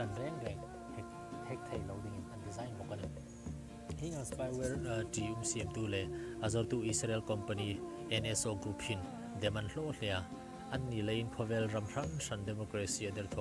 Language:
Hmar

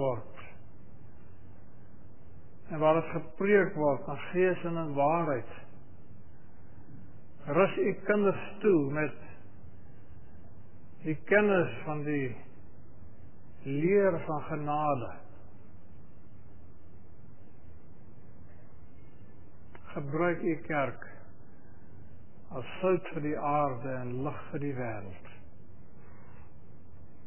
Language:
Afrikaans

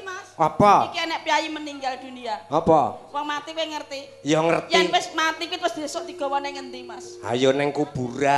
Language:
Javanese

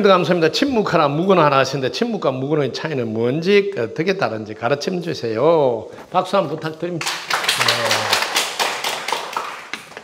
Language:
Korean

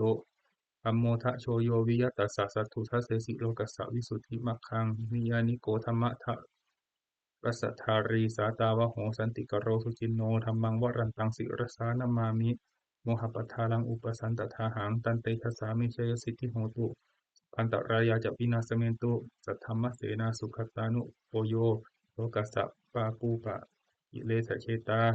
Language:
Pali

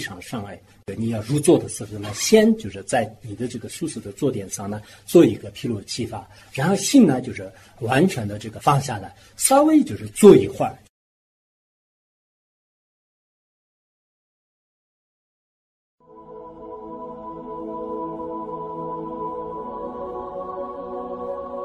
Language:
Chinese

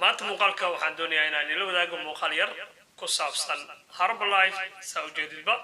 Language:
Somali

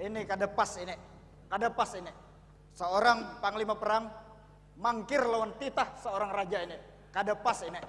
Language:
Banjar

